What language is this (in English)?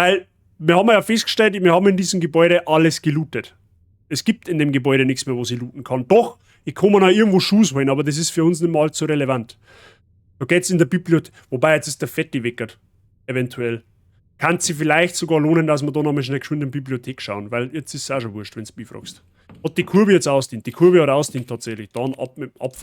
Bavarian